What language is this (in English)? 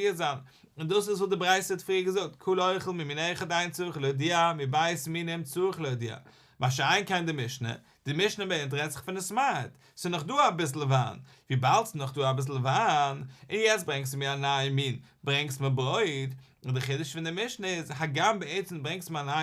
Yiddish